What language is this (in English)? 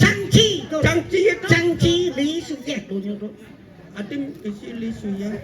Balinese